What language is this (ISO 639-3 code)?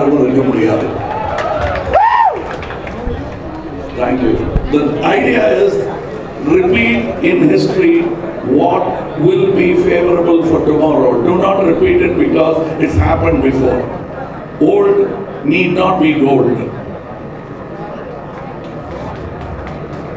tam